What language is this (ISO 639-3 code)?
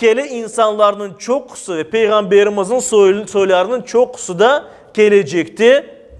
crh